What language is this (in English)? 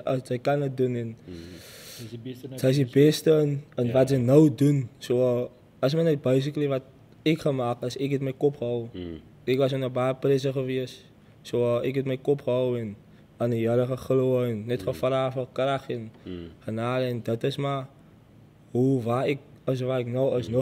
Afrikaans